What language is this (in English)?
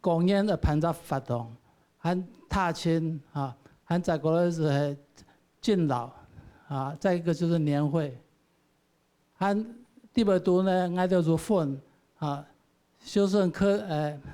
Hakka Chinese